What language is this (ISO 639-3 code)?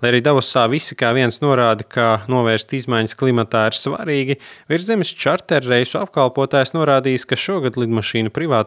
lav